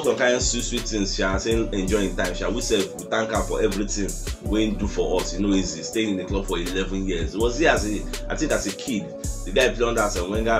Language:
Nigerian Pidgin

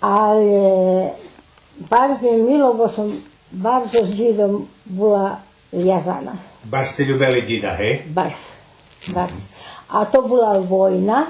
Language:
Rusyn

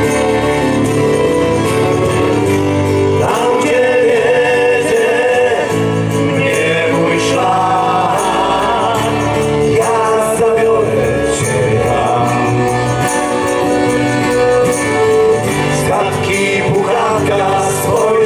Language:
Polish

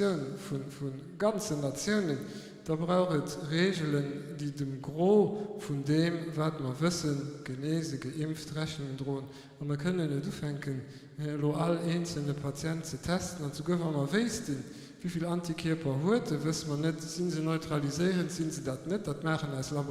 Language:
Luxembourgish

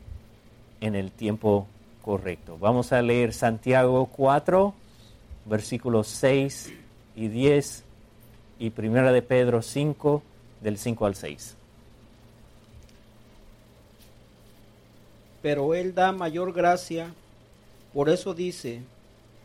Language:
Spanish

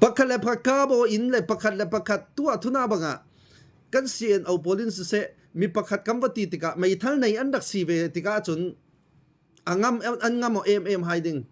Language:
Falam Chin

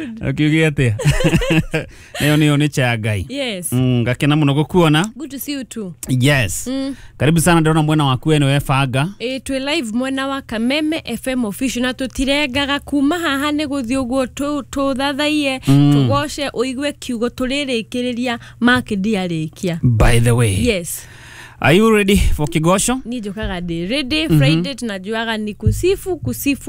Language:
Kikuyu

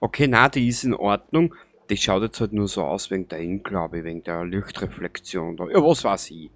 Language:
Bavarian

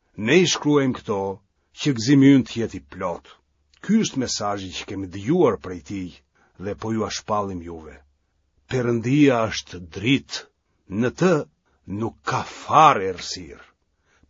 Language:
Albanian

